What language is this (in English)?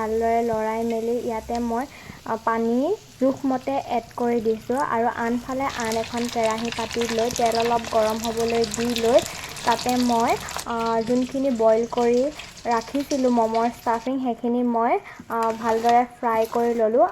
Assamese